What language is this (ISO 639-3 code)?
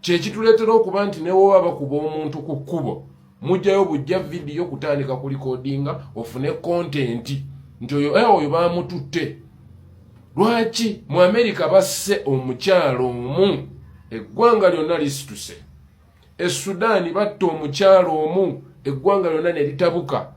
lug